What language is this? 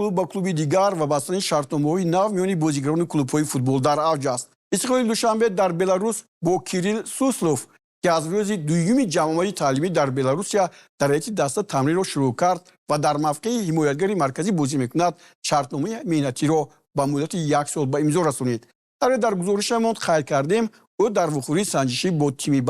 Tajik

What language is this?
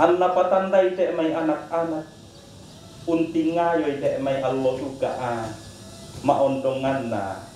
Toraja-Sa'dan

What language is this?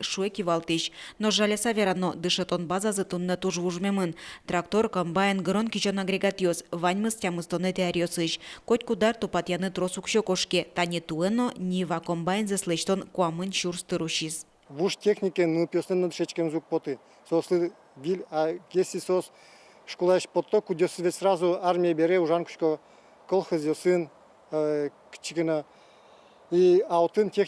Udmurt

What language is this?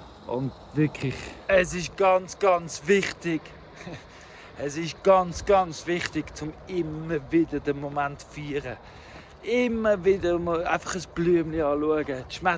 Swiss German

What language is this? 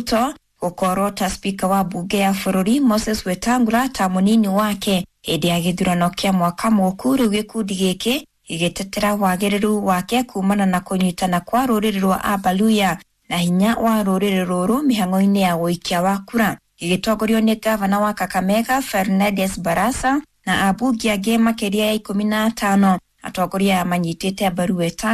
Kikuyu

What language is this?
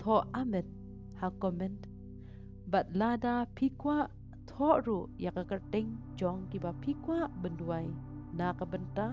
Khasi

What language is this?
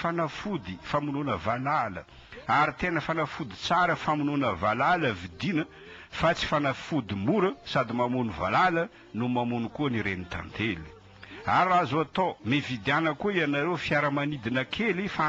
Malagasy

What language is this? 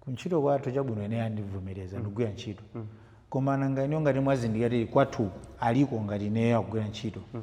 Nyanja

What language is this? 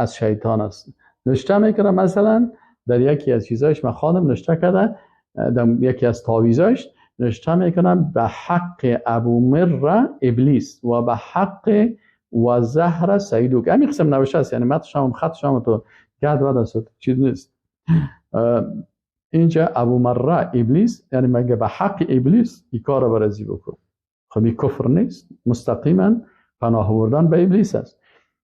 Persian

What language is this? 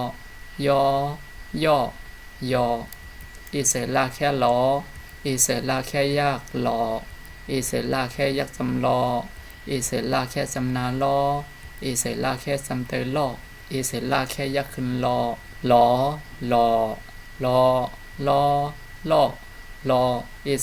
Shan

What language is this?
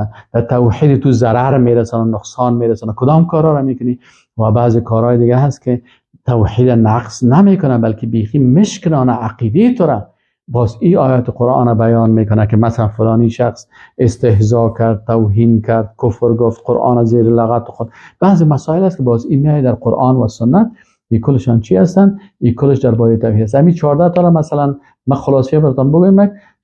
Persian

